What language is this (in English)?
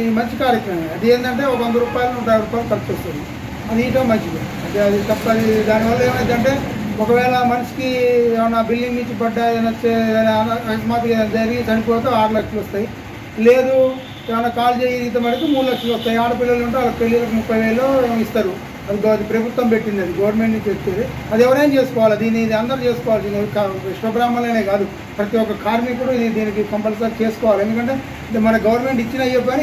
Telugu